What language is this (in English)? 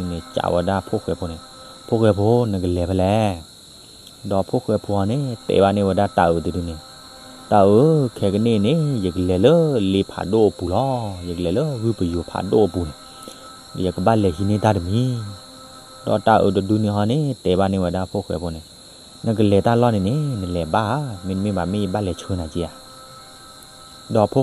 S'gaw Karen